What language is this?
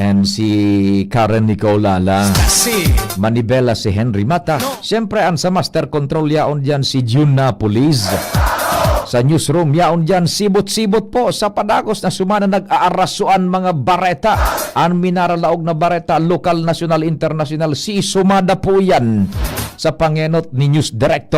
Bikol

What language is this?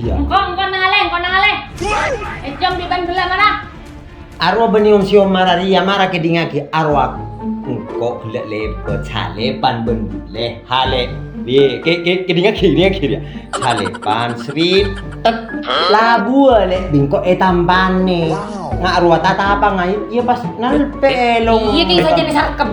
Madurese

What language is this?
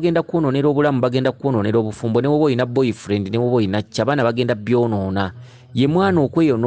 Ganda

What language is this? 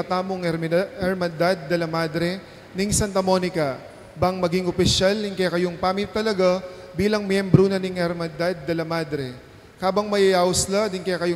Pampanga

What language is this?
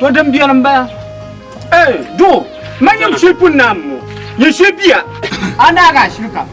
Dagbani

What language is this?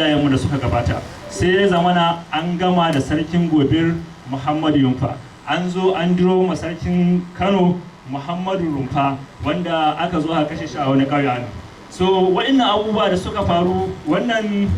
Hausa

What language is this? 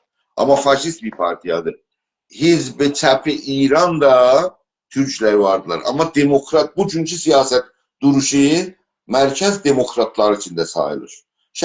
South Azerbaijani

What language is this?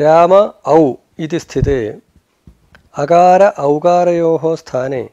Sanskrit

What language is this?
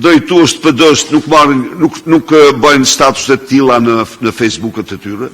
Albanian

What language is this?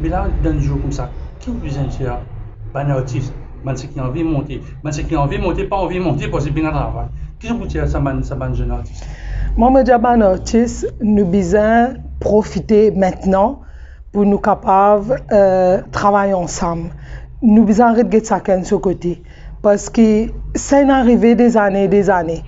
Morisyen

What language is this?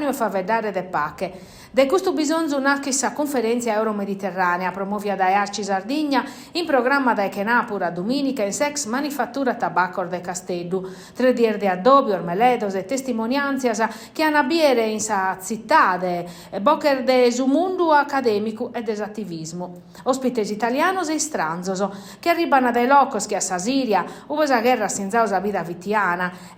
Sardinian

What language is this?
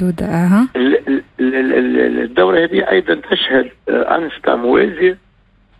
Tunisian Arabic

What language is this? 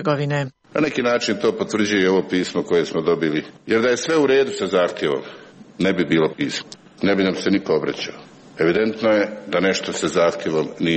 Serbian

